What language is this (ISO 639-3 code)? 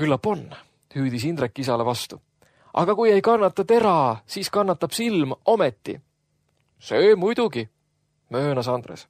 est